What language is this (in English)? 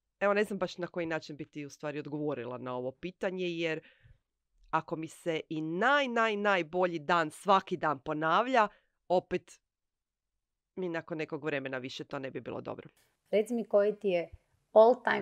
Croatian